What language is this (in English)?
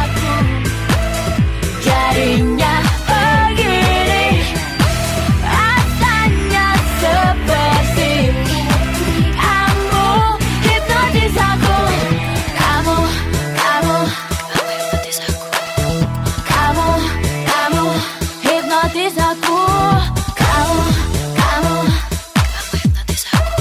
Indonesian